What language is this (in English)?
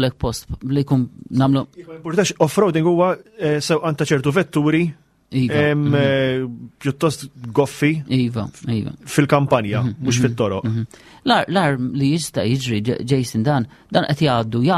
Maltese